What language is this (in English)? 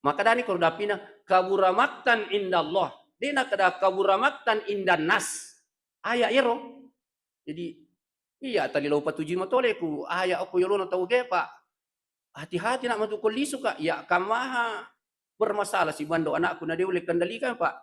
Buginese